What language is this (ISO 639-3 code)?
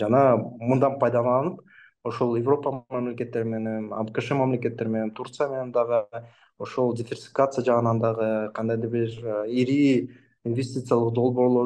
kir